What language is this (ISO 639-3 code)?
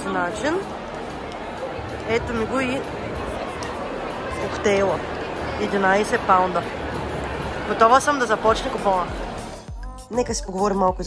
bul